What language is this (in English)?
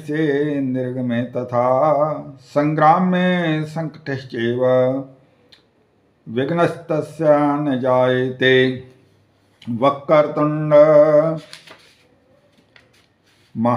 Sanskrit